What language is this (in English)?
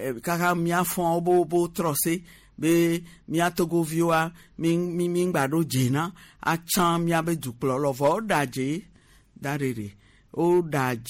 Gen